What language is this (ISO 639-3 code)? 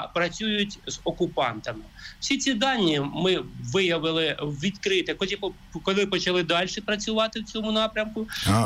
ukr